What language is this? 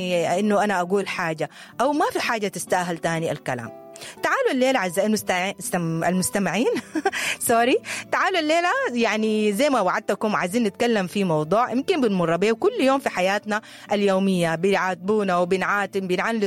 Sudanese Arabic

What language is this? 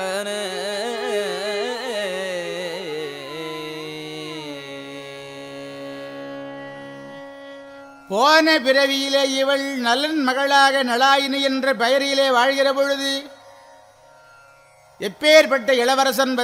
Tamil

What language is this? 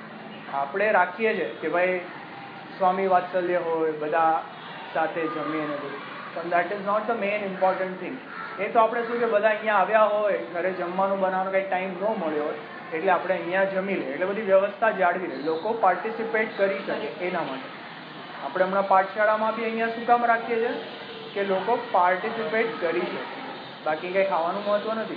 Gujarati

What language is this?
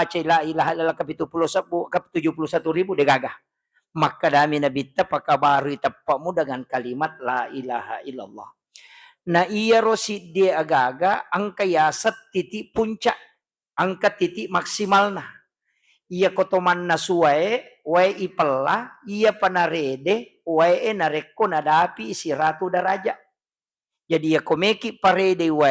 Buginese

